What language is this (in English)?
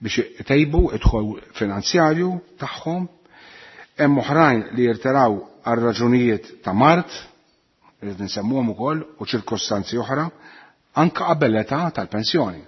Maltese